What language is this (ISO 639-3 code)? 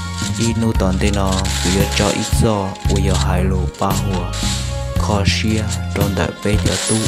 hmn